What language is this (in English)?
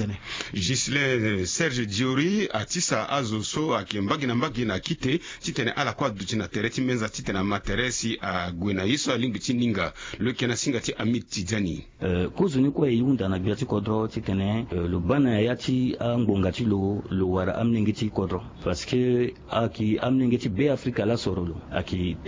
Sango